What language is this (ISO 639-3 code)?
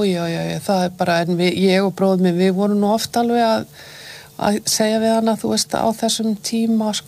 isl